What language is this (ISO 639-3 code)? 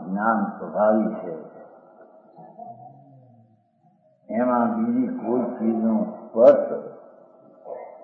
guj